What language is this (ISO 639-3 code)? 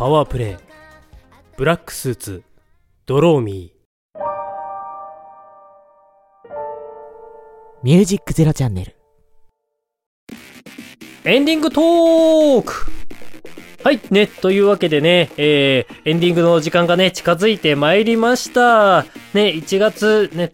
jpn